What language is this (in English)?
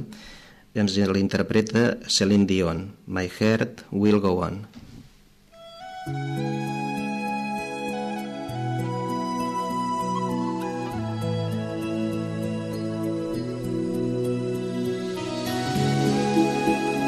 Catalan